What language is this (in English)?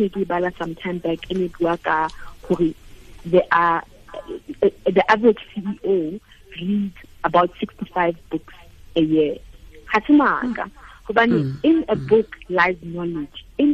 Southern Sotho